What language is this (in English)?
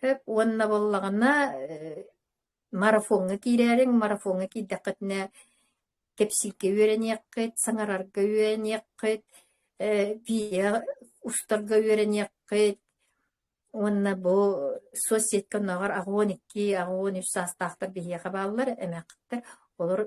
Yakut